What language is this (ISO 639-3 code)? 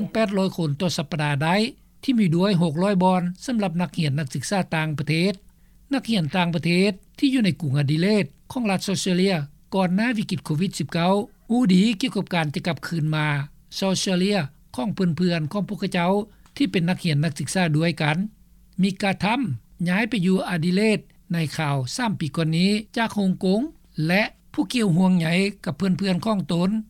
lao